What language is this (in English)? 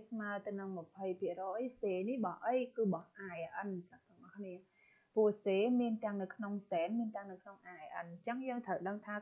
Khmer